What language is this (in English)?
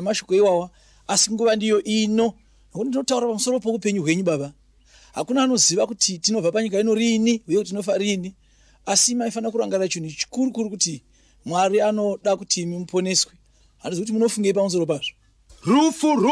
Shona